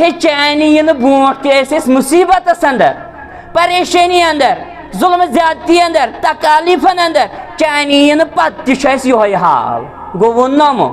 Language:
Kashmiri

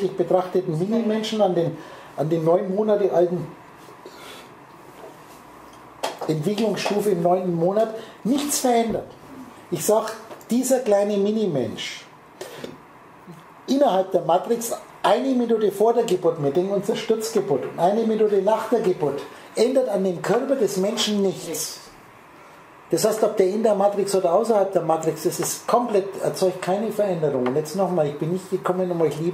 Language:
German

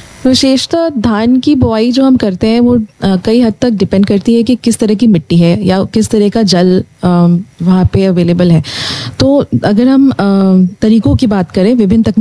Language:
Hindi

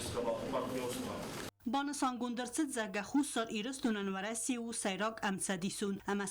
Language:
Ossetic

